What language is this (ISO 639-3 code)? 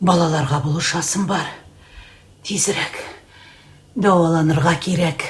tat